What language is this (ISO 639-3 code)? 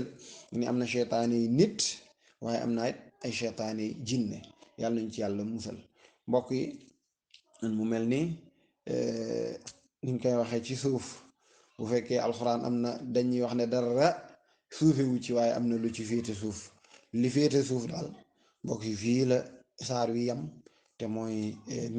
wol